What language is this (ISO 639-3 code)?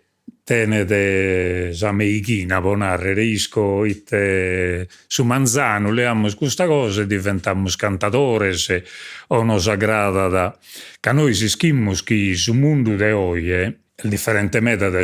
srd